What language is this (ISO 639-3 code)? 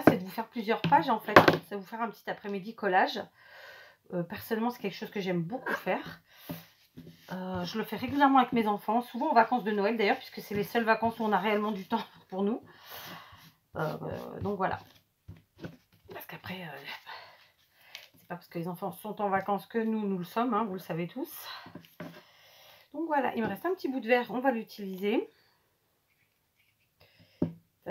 fra